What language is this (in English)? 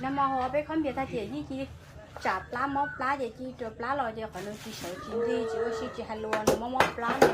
Hmong